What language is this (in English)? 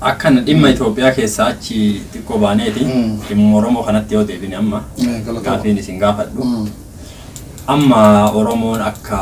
Oromo